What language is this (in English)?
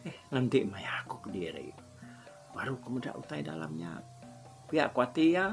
Iban